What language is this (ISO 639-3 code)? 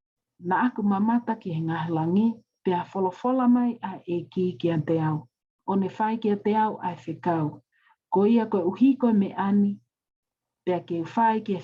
ton